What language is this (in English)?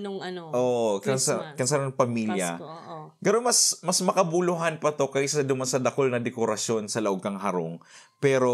Bikol